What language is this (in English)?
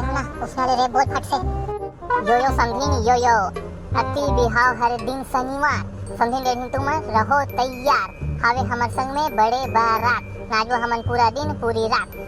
Chhattisgarhi